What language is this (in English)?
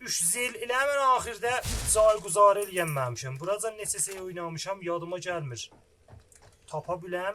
South Azerbaijani